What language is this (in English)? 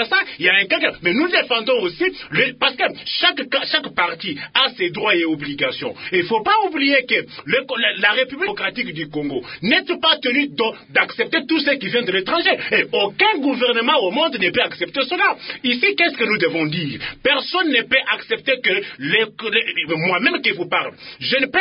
French